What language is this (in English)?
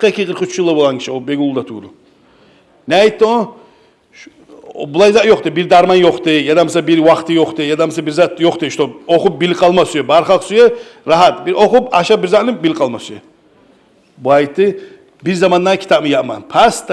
Kumyk